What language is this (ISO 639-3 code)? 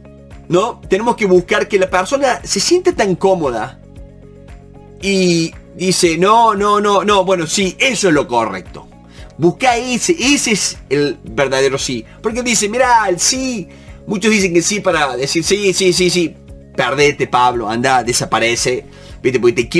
spa